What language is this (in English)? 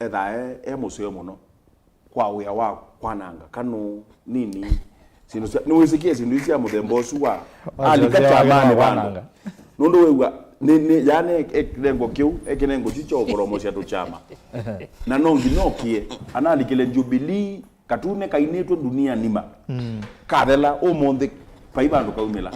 Kamba